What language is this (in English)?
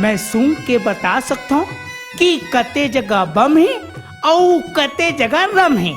Chhattisgarhi